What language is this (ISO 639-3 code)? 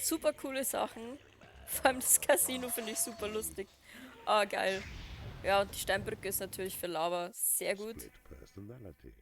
bar